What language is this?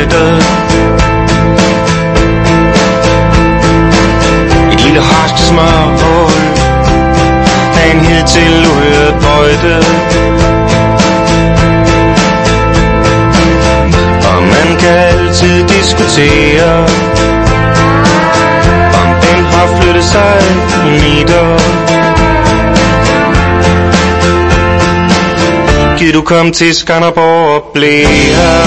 Danish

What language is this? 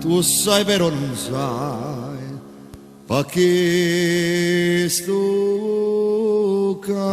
Neapolitan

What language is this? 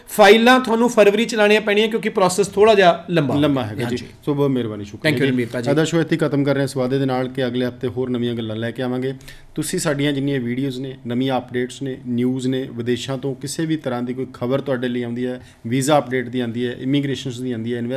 Punjabi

